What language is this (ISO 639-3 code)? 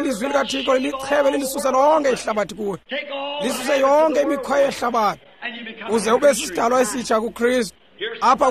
xho